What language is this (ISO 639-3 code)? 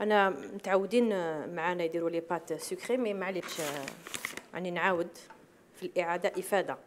arq